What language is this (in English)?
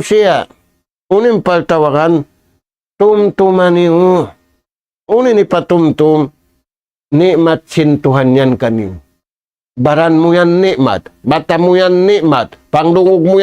Tausug